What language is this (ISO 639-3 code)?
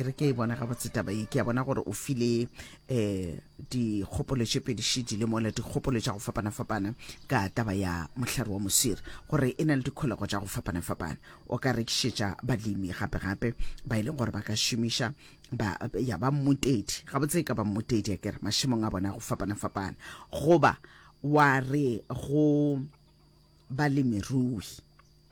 nso